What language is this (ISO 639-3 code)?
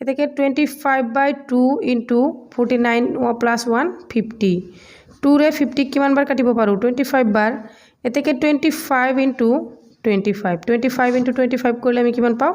asm